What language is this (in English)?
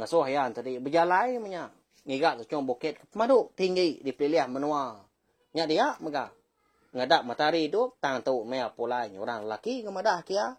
Iban